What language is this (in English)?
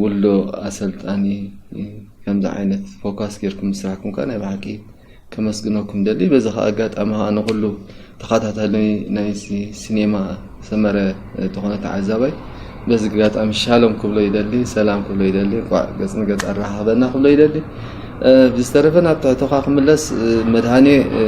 Tigrinya